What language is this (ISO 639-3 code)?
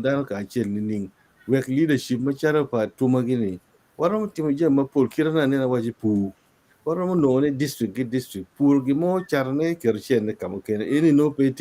ach